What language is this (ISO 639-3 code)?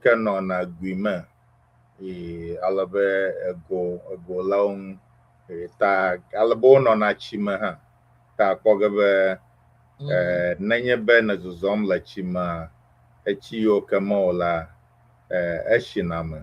ewe